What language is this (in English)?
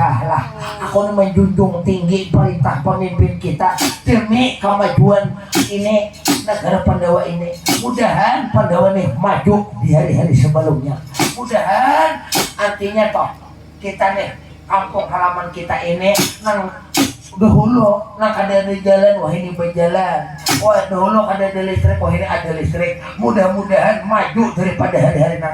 Banjar